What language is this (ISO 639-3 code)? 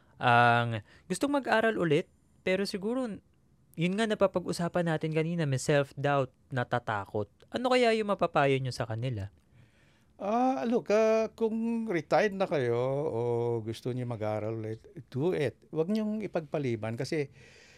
fil